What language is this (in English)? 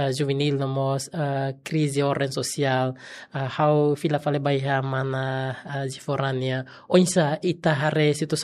Tetum